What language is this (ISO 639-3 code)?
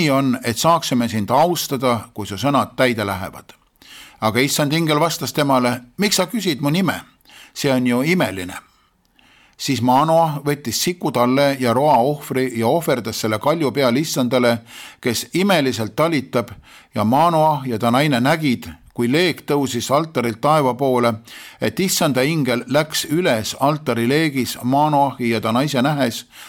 est